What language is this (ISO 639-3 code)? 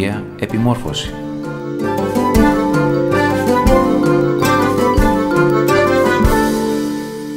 ell